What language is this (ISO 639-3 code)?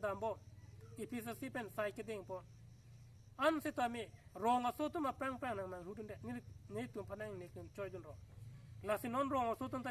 mjw